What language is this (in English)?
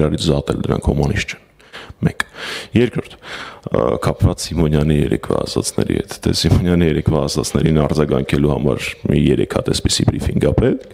Armenian